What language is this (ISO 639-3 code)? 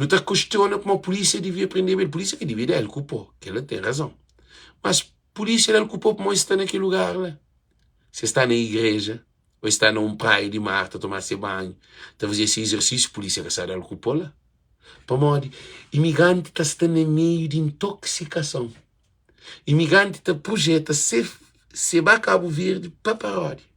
kea